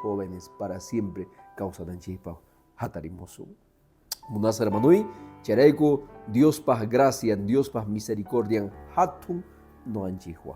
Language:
Quechua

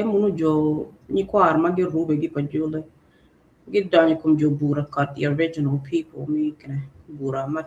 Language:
Acoli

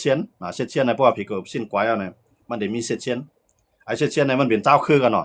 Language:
Shan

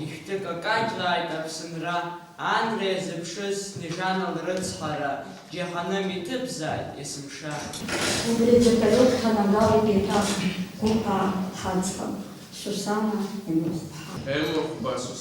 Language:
Abkhazian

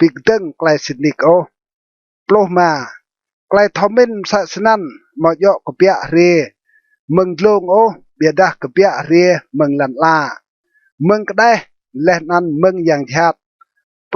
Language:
Rade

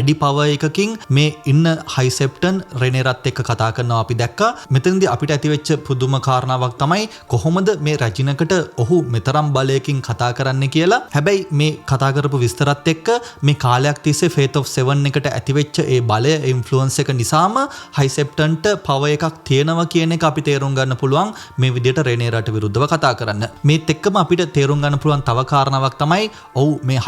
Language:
Sinhala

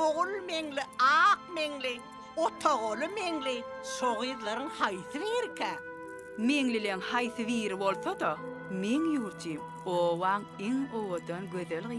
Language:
Turkmen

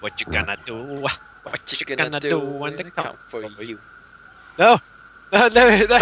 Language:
Faroese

